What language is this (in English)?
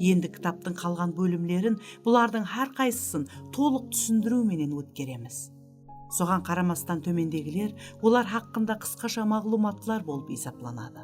Kara-Kalpak